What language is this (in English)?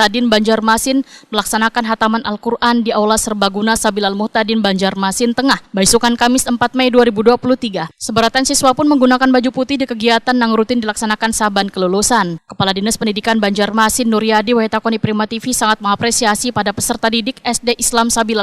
Banjar